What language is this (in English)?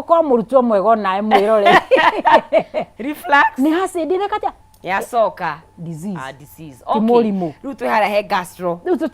Kikuyu